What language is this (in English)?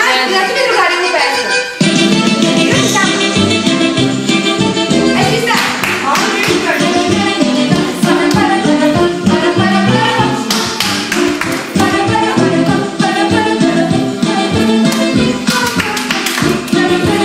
Serbian